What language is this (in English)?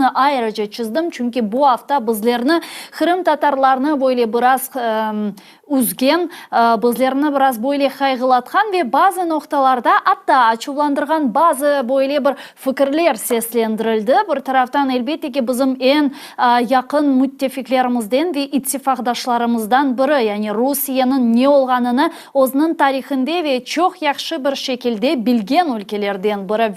Crimean Tatar